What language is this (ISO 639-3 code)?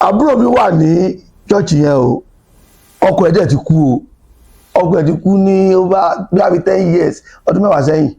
yor